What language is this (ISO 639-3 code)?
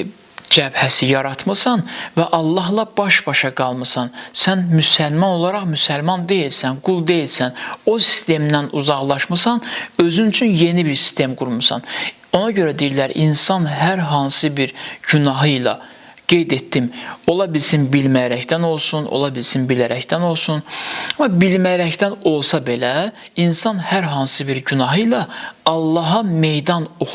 aze